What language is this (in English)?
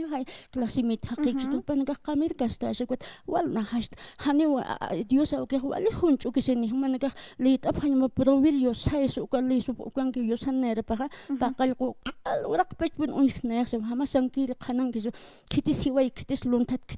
Aymara